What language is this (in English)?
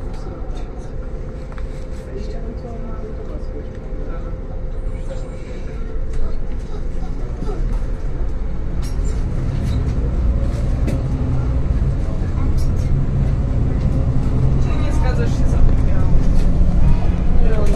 Polish